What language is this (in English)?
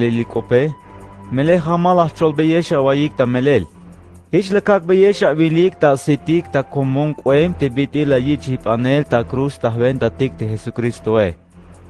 Tzeltal